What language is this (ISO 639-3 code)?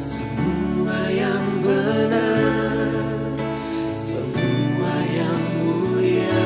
bth